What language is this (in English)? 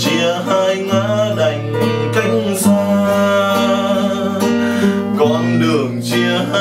Vietnamese